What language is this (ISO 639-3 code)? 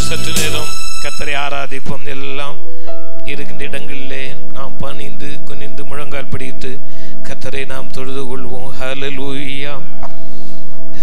tam